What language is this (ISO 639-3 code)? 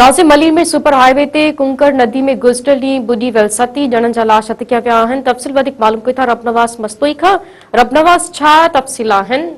snd